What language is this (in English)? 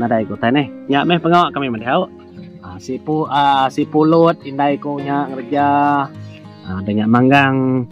Iban